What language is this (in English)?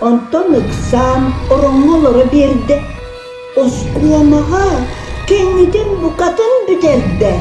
Yakut